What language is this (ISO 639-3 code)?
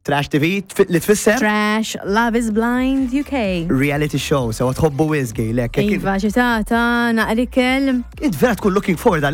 mlt